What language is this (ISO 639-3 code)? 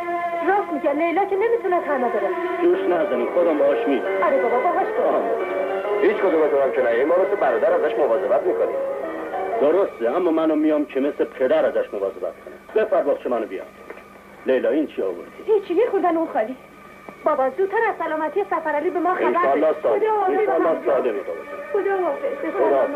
fas